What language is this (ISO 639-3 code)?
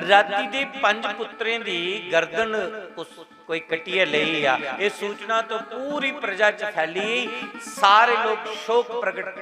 doi